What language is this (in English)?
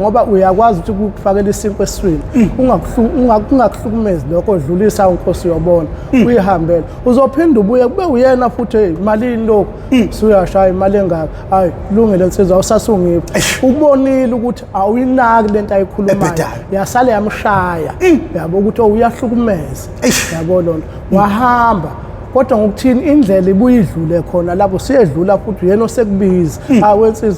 Zulu